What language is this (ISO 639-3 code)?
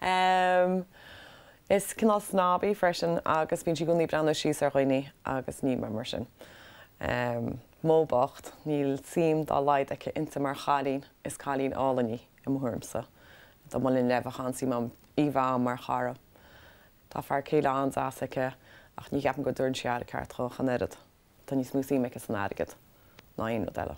gle